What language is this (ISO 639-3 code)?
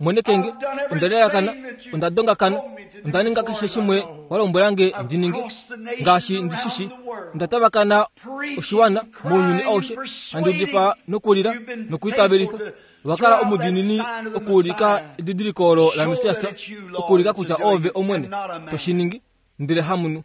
kua